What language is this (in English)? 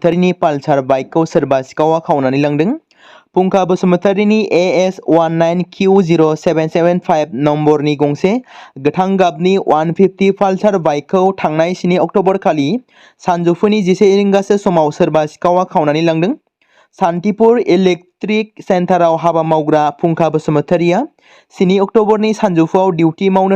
Bodo